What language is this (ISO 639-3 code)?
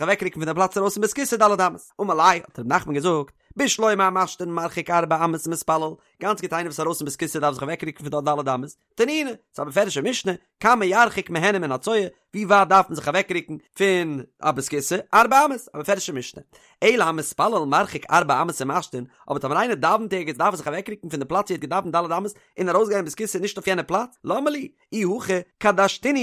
yid